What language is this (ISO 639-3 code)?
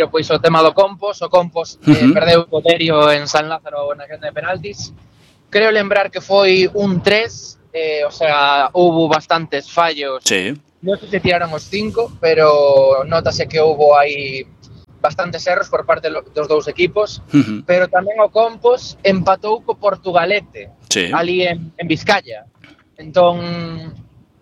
glg